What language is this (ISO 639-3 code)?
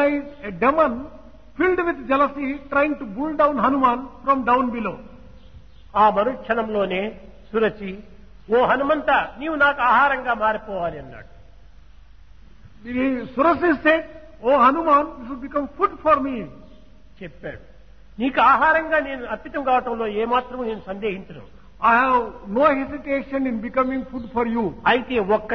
tel